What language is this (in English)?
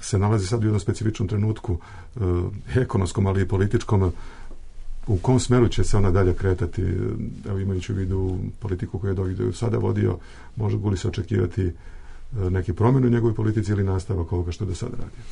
Bosnian